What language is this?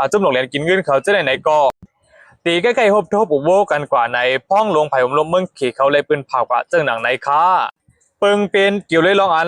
Shan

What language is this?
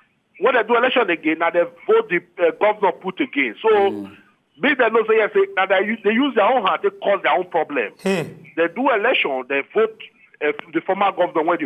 Nigerian Pidgin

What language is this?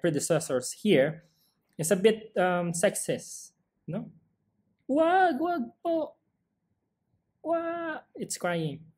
English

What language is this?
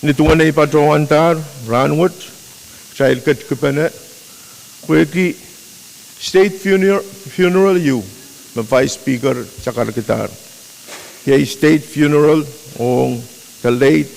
Pohnpeian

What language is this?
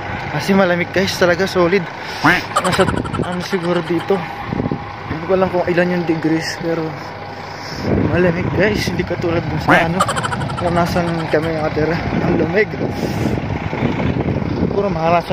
Filipino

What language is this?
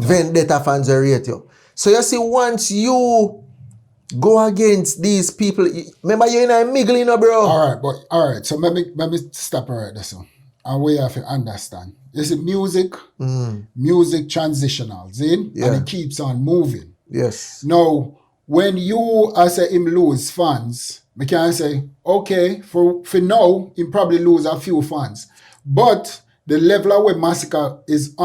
Jamaican Creole English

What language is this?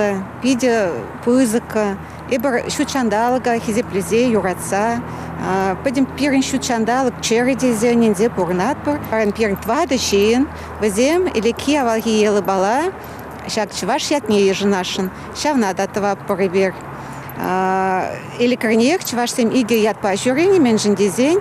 Chuvash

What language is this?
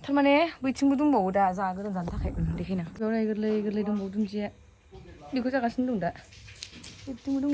Bodo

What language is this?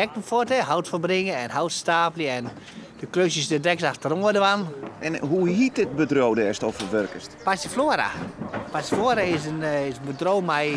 Western Frisian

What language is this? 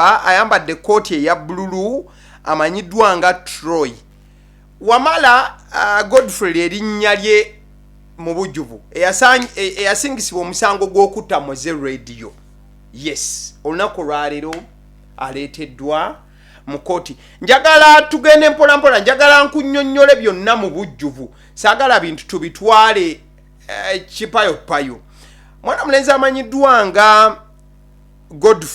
Ganda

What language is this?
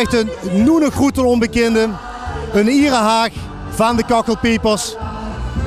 Limburgish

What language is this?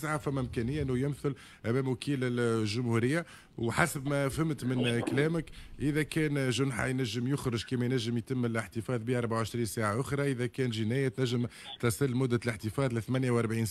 Tunisian Arabic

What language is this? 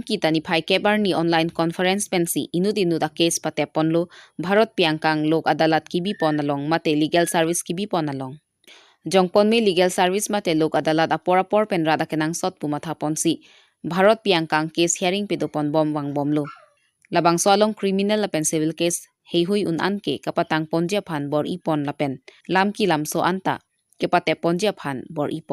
Karbi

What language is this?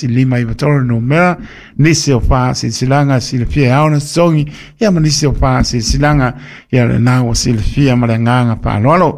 Samoan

